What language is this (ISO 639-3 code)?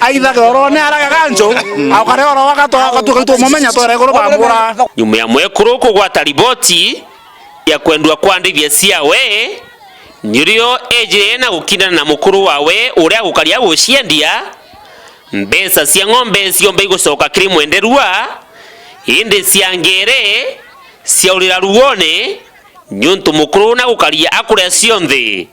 mer